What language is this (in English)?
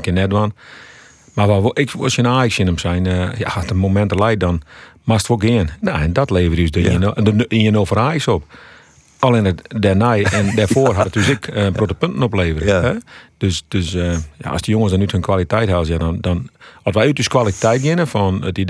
Western Frisian